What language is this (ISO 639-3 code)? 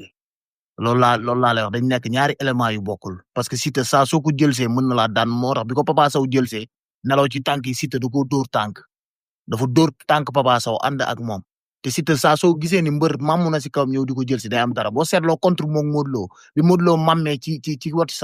wol